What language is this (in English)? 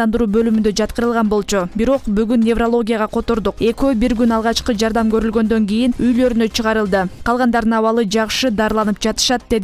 Kyrgyz